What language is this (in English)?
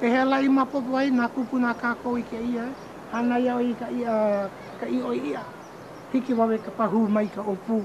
Hawaiian